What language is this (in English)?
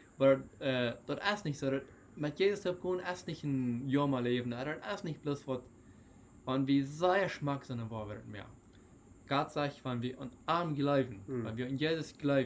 Plautdietsch